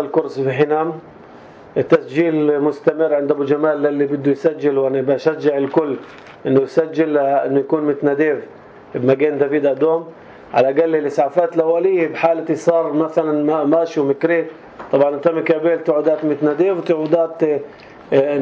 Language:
North Levantine Arabic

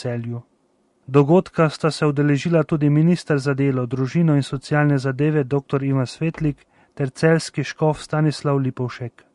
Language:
Slovenian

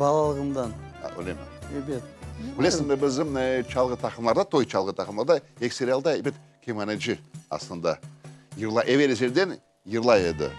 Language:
Crimean Tatar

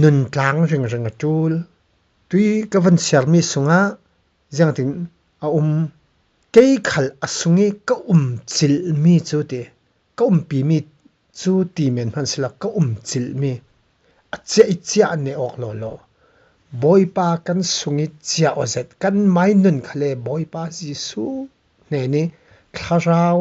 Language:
Falam Chin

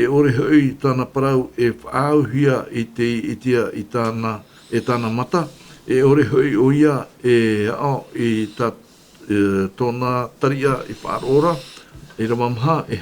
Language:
Tahitian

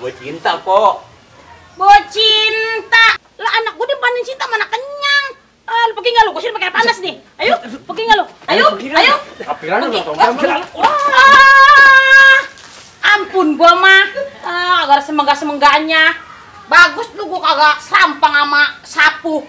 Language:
Betawi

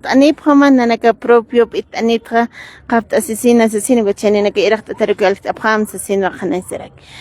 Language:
Aymara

